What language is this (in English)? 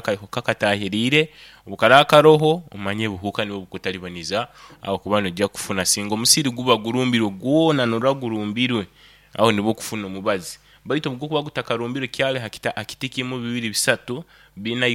Nyoro